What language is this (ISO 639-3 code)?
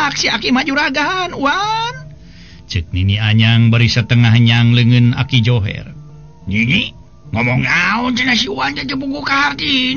sun